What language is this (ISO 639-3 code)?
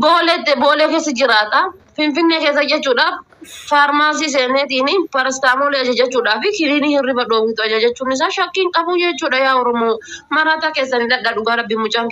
orm